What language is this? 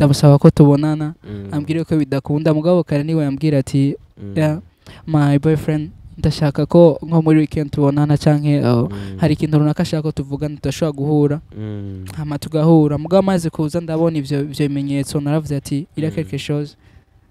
Rundi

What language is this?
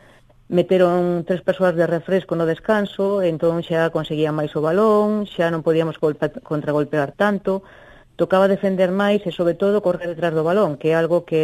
Galician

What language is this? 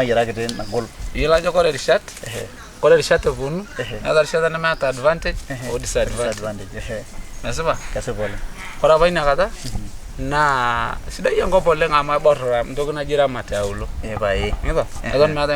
Masai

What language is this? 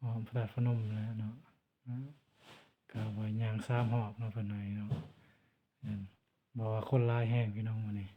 Lao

